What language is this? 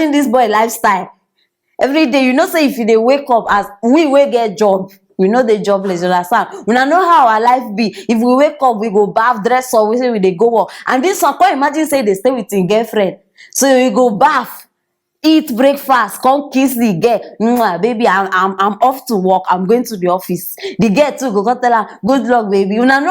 Nigerian Pidgin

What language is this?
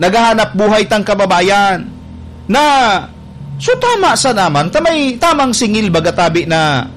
Bikol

